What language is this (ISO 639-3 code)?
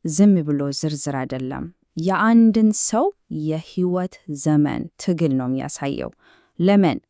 amh